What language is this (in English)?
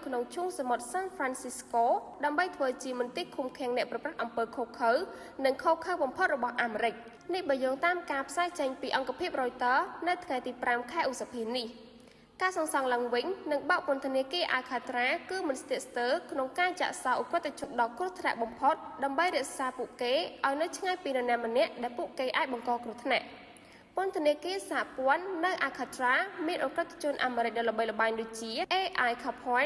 Khmer